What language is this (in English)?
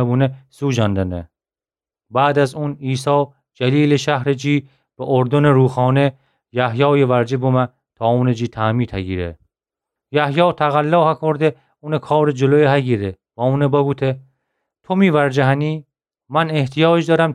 Gilaki